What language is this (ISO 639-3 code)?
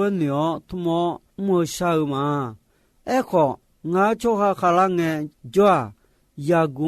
ahk